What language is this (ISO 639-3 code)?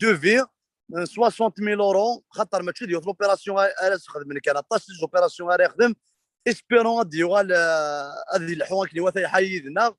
kab